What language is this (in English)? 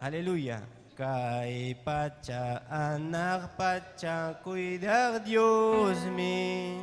Ayacucho Quechua